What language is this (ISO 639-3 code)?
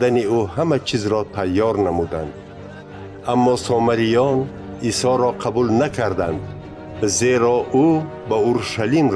tgk